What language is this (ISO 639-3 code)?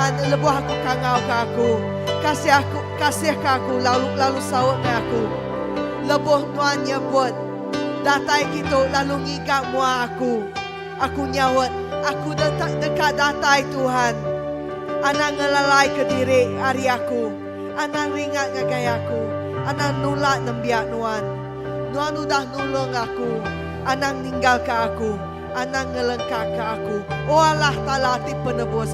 iba